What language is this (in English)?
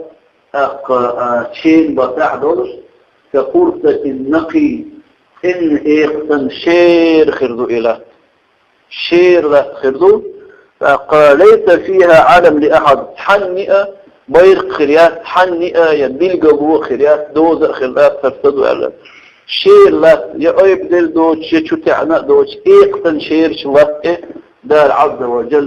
Chechen